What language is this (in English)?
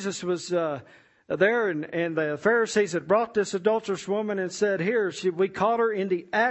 English